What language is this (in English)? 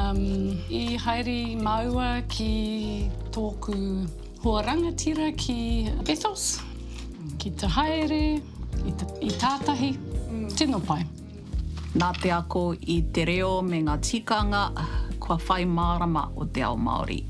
Māori